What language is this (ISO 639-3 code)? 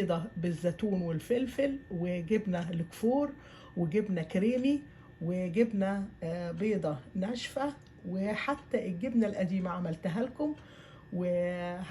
arz